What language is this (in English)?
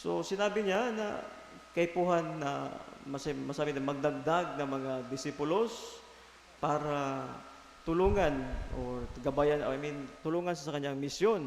Bikol